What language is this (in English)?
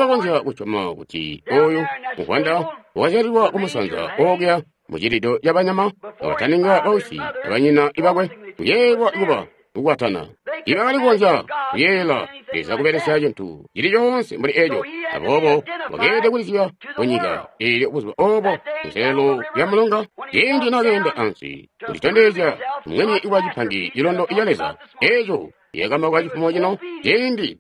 Tonga (Zambia)